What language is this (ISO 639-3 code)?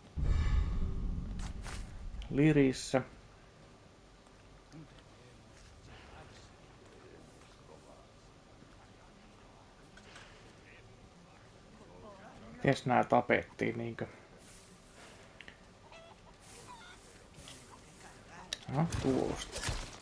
fin